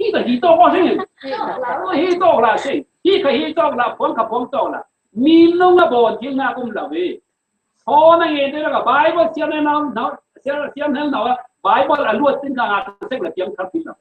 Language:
Falam Chin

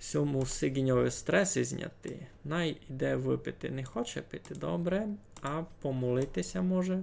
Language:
Rusyn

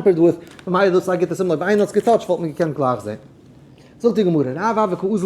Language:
Yiddish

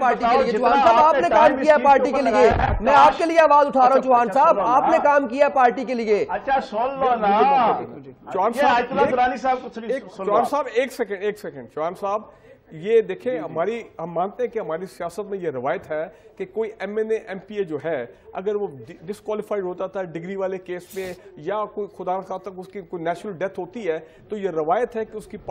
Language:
Urdu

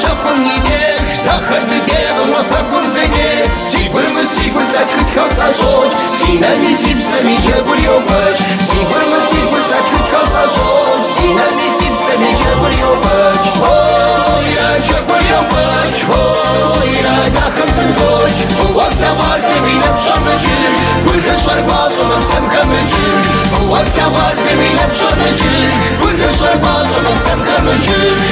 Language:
Kabardian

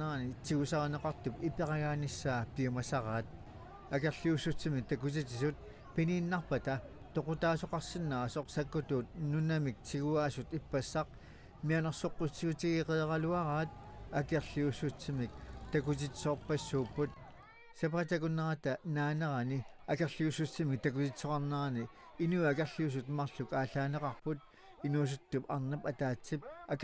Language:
Kalaallisut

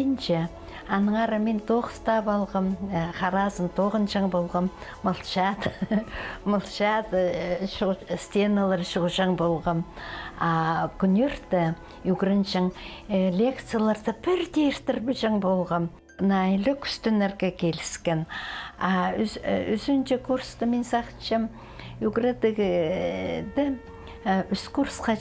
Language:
Khakas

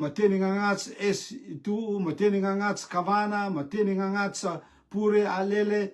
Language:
Rotuman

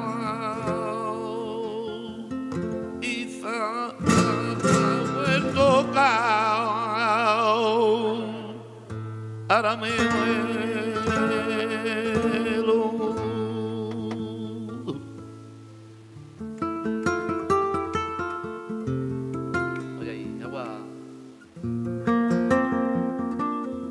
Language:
Spanish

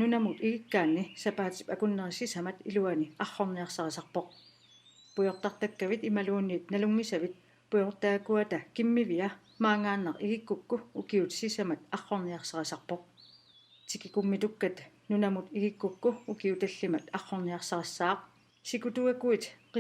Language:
Kalaallisut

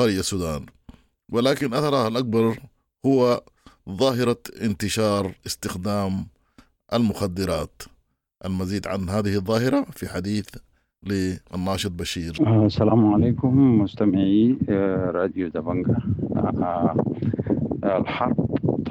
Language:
Sudanese Arabic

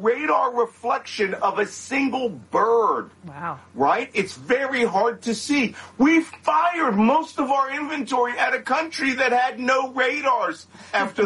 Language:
English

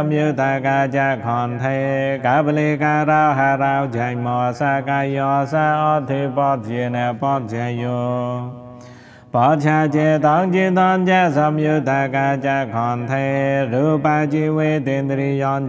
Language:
Pali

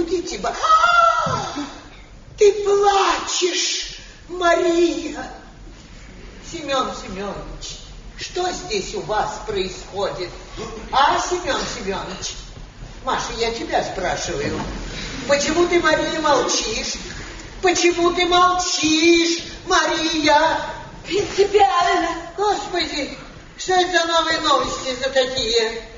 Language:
Russian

